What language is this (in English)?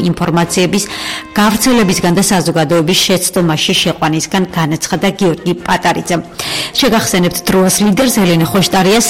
Georgian